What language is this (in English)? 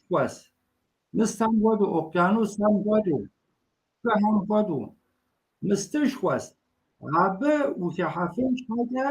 Kabardian